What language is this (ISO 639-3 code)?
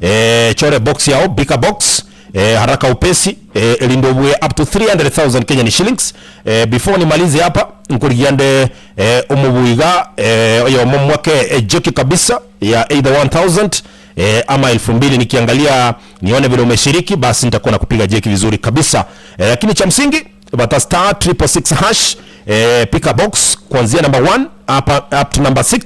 guz